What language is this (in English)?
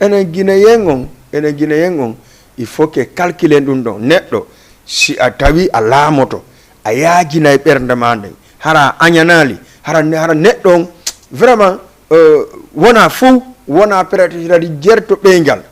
Fula